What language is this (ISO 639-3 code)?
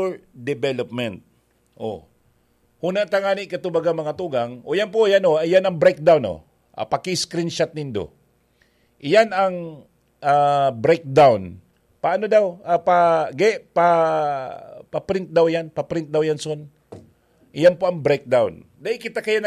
bik